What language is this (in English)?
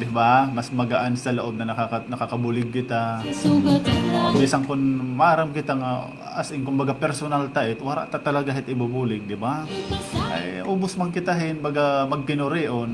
Waray